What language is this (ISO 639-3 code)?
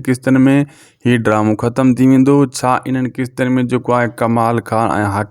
snd